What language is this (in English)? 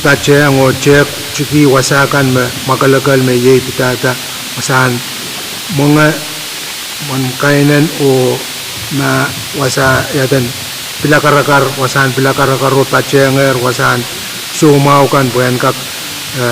Pohnpeian